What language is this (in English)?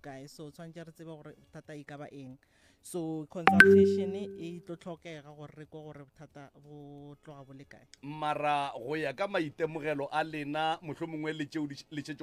Northern Sotho